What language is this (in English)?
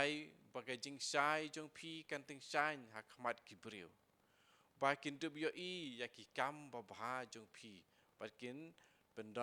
Khasi